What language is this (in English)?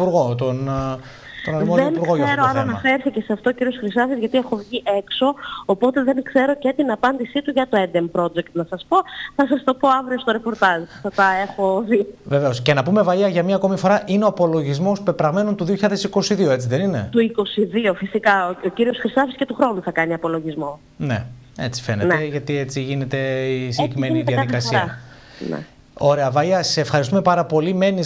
Greek